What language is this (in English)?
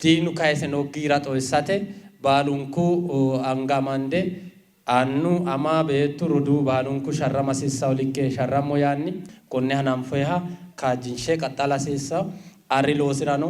Sidamo